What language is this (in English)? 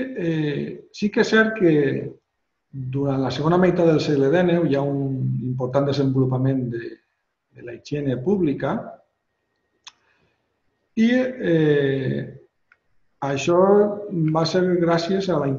Catalan